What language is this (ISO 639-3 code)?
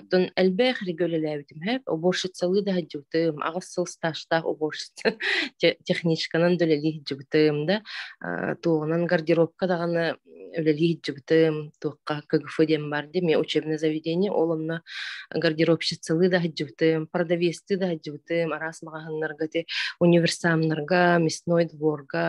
sah